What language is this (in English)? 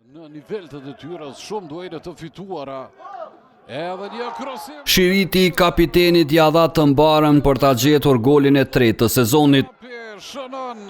Albanian